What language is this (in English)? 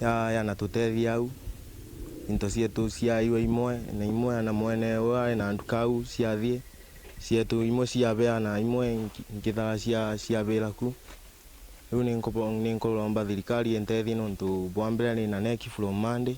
Meru